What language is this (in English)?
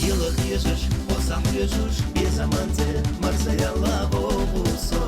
Chechen